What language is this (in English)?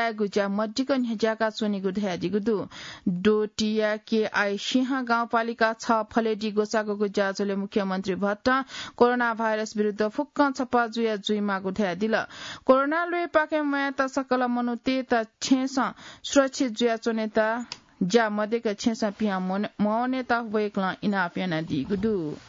Newari